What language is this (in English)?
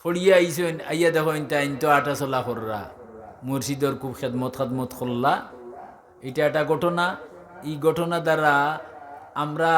Sylheti